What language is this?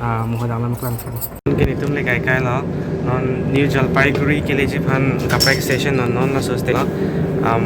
Karbi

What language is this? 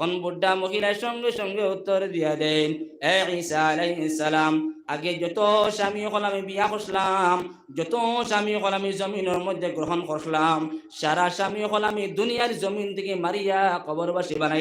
Sylheti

